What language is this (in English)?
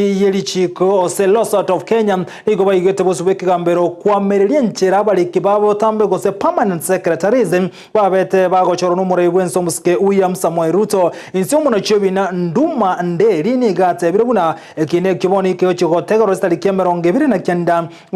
Gusii